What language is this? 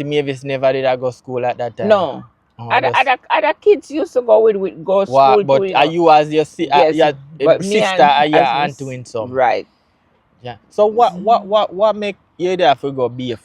Jamaican Creole English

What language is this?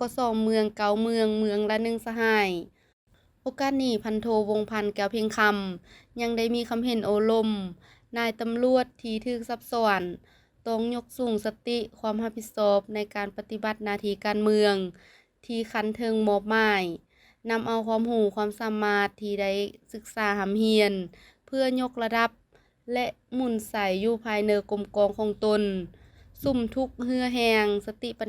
Lao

